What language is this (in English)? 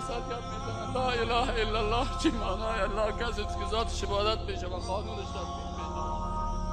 Persian